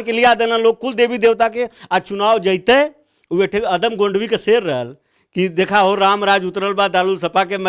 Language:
Bhojpuri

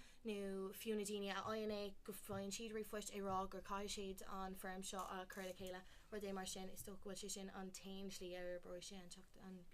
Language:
Irish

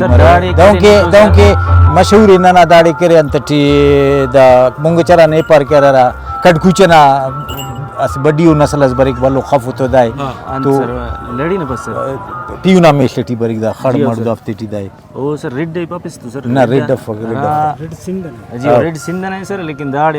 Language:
Brahui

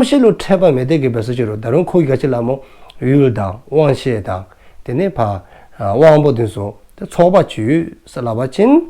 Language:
Dzongkha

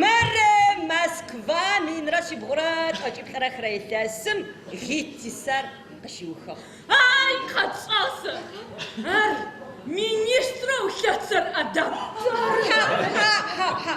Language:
Adyghe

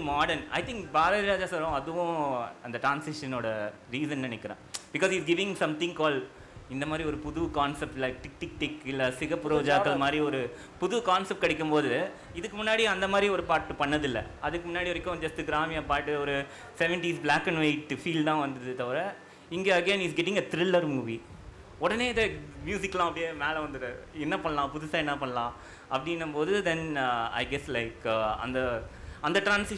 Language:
Tamil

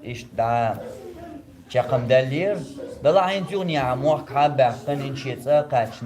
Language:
Chechen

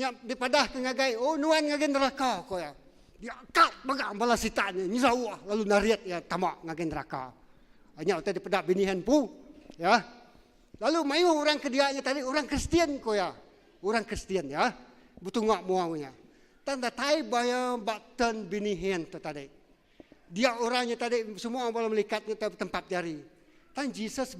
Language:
Iban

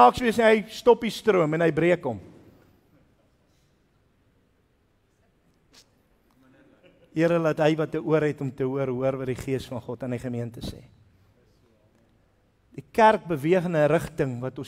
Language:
Afrikaans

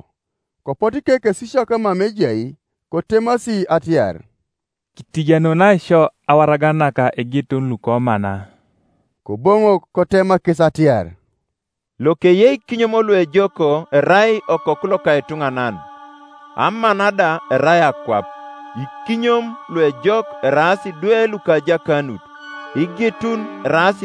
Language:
Teso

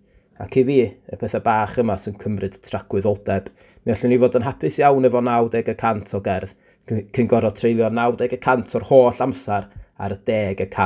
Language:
Welsh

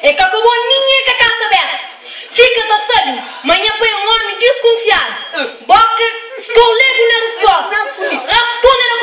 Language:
Kabuverdianu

